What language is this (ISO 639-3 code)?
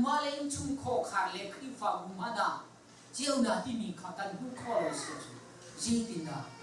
cnh